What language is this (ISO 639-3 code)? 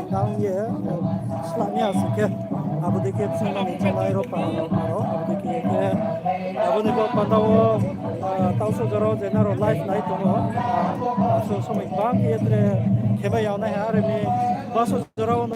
ria